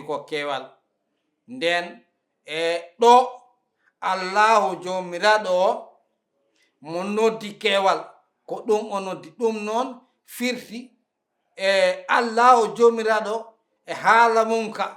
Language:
Fula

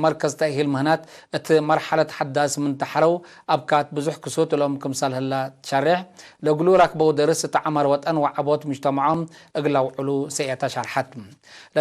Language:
Tigre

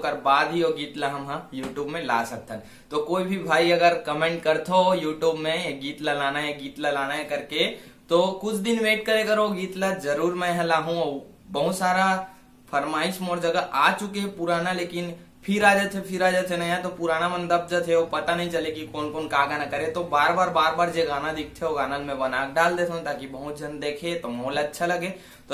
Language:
Chhattisgarhi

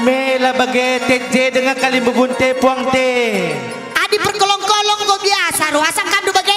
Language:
Batak Karo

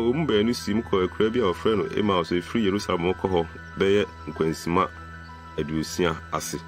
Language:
Akan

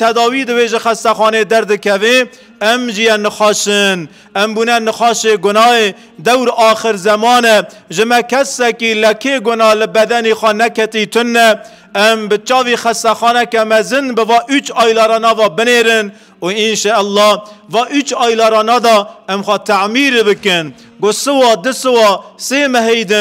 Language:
Kurdish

